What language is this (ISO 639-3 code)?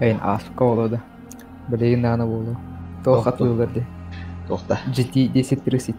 sah